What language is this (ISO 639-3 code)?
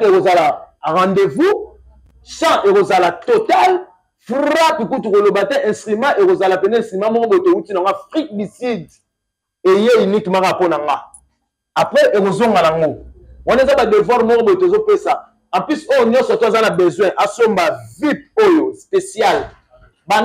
lin